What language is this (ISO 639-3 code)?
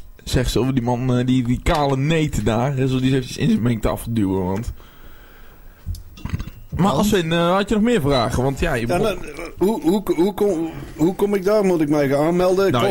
nld